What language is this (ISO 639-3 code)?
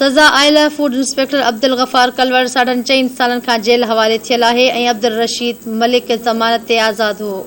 snd